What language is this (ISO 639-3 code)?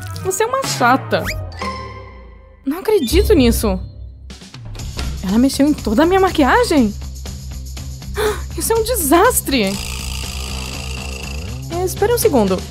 por